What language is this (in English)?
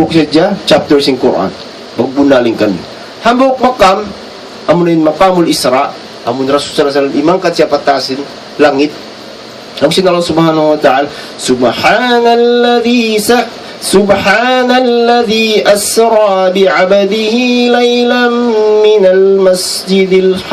Tausug